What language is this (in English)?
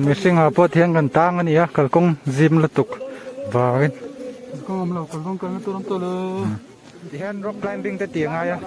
Mizo